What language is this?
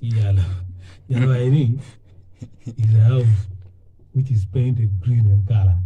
Acoli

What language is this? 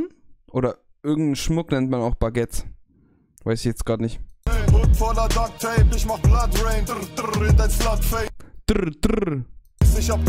German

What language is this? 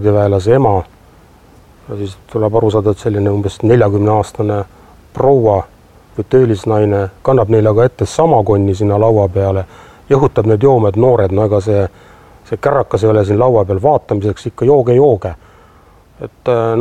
Estonian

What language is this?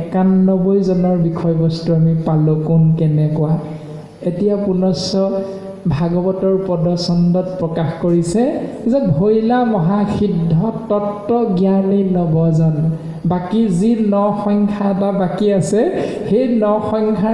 Assamese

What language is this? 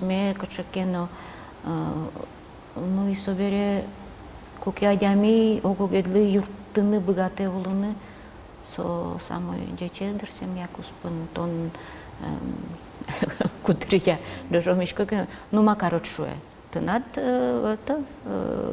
Udmurt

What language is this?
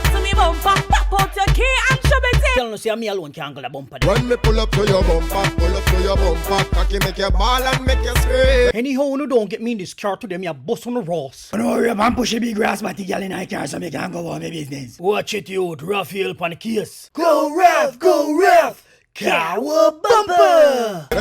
Jamaican Creole English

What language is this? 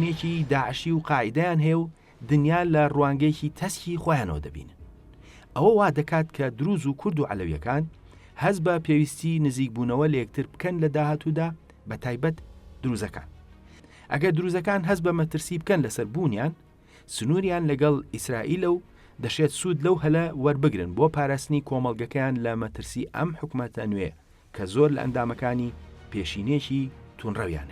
Central Kurdish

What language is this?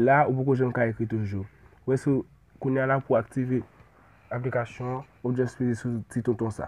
Haitian Creole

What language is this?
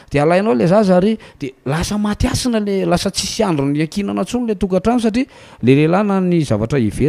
Malagasy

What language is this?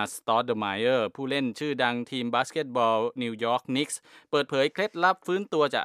Thai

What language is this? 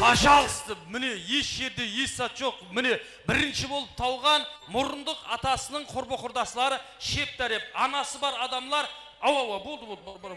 Kara-Kalpak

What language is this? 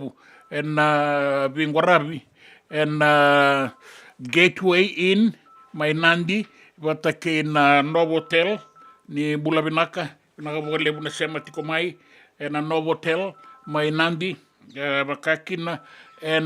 Fijian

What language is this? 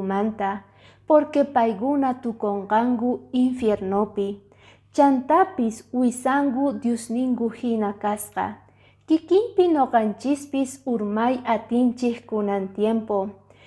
Quechua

